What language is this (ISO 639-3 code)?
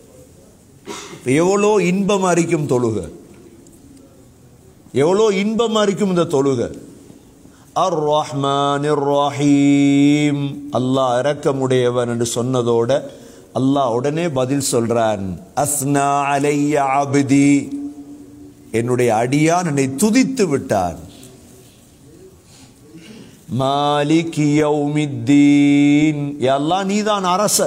tam